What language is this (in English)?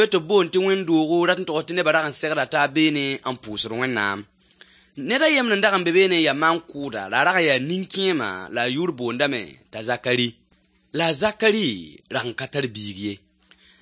Mossi